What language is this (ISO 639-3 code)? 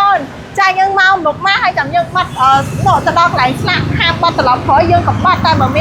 khm